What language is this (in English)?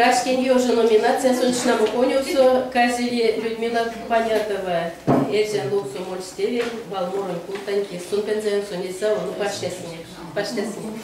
Erzya